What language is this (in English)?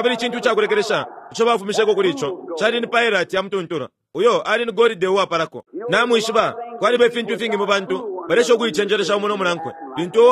Bemba